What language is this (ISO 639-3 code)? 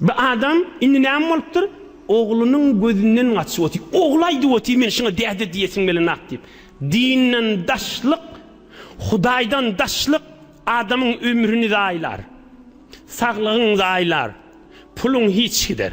tuk